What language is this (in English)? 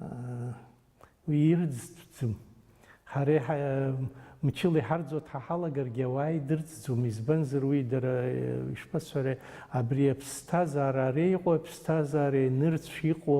Abkhazian